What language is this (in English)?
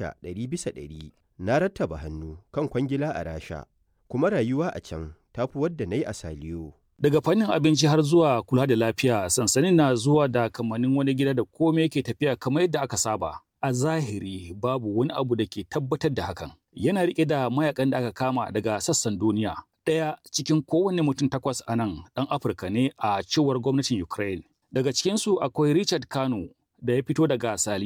Hausa